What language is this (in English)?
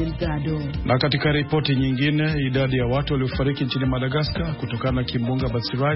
Swahili